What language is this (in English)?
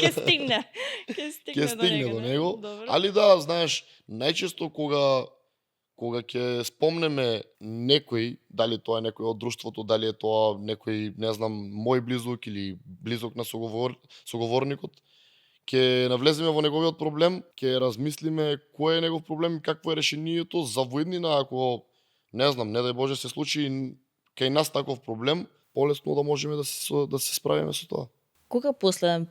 Macedonian